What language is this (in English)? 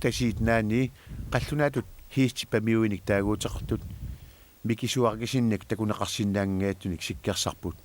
Kalaallisut